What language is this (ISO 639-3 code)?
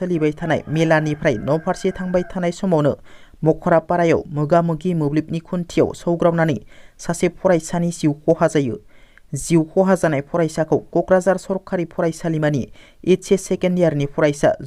brx